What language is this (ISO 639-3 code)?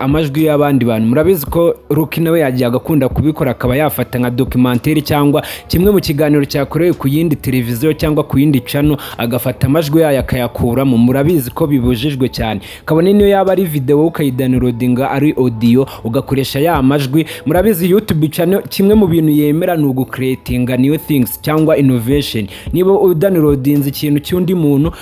kin